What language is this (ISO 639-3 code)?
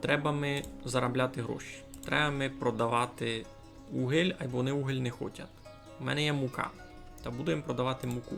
rue